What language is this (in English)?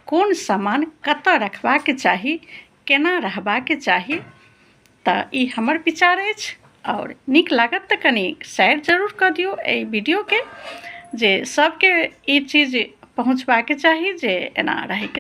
Maithili